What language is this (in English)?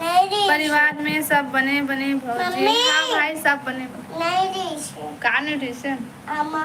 Chhattisgarhi